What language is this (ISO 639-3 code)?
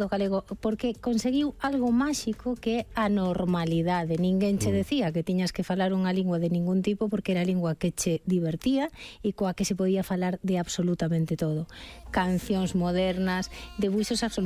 glg